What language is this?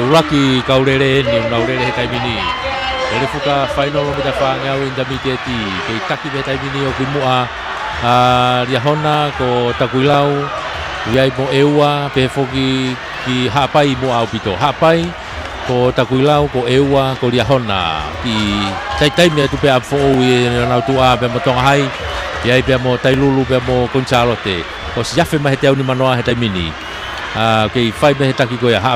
Tongan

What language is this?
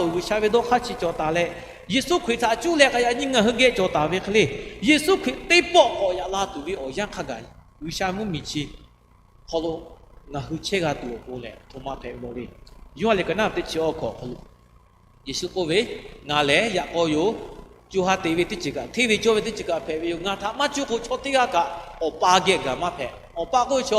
Lahu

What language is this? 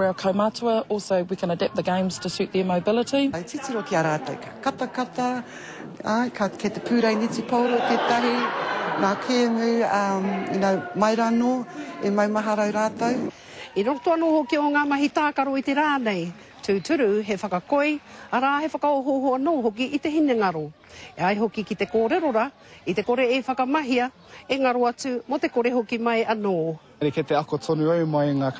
Māori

